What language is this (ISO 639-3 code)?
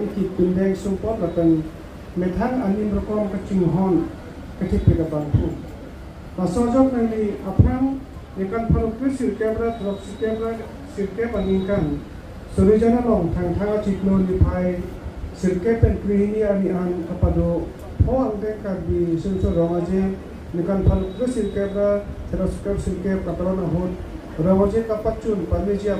mjw